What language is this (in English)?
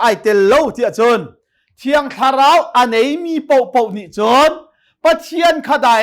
Hakha Chin